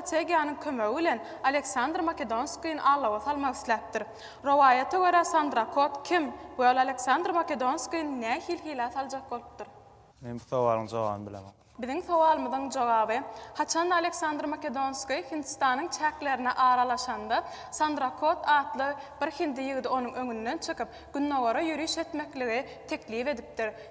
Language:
Turkmen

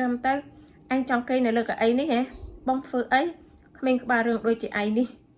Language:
Khmer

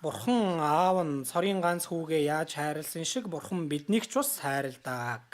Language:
Mongolian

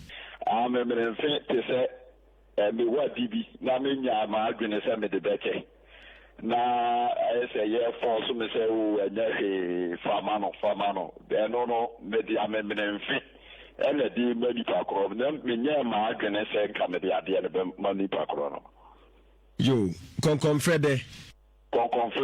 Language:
Akan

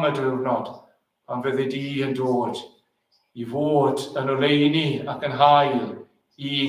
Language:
Welsh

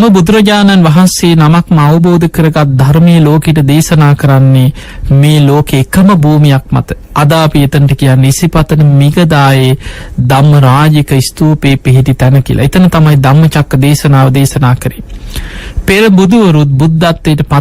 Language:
Sinhala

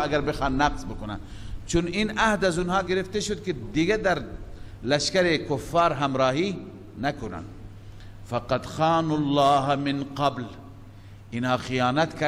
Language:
Persian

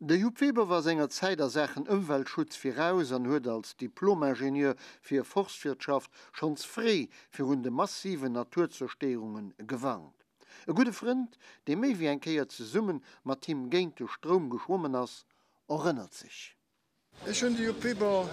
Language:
Luxembourgish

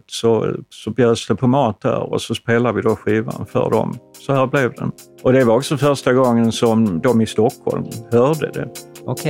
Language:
Swedish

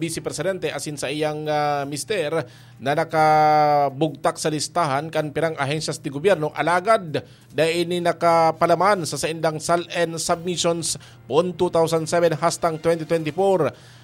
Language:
Bikol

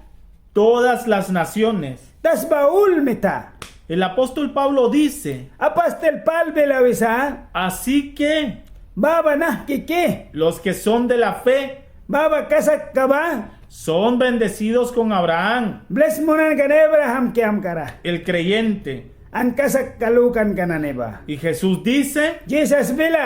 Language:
Mískito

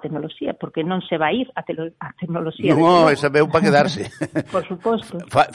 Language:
Galician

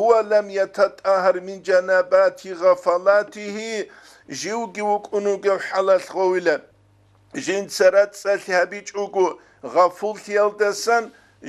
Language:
Avaric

